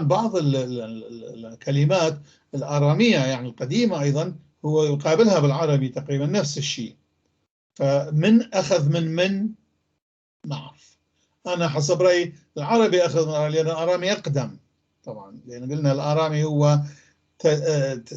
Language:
North Levantine Arabic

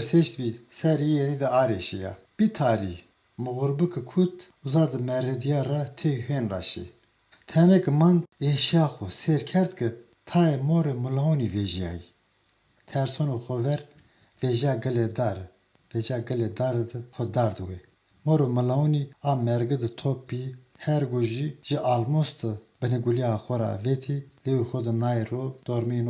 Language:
Zaza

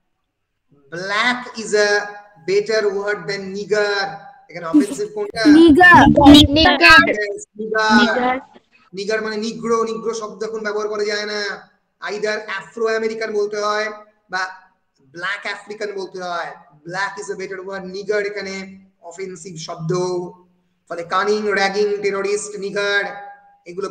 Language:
Bangla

